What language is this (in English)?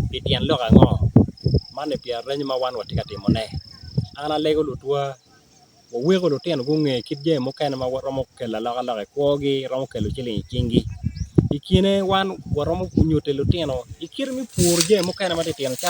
Acoli